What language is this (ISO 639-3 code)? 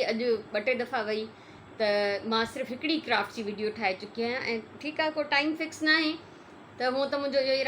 snd